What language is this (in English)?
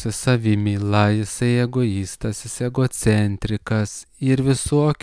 Lithuanian